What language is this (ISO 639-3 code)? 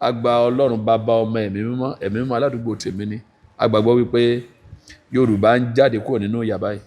yor